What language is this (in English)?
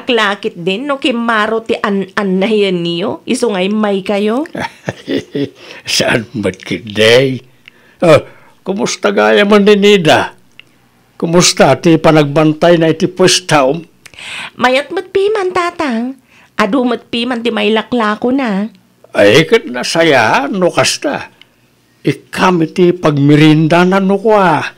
Iloko